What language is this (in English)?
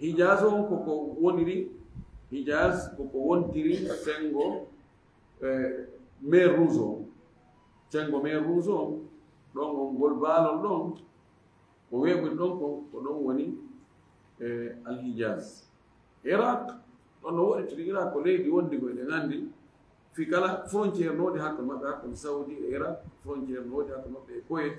Fula